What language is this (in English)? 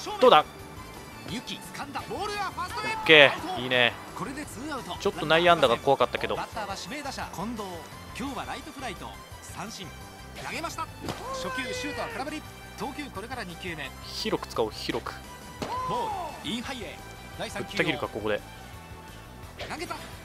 Japanese